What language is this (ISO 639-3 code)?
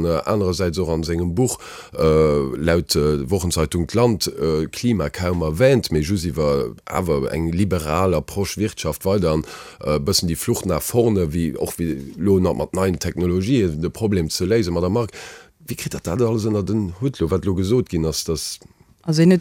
ltz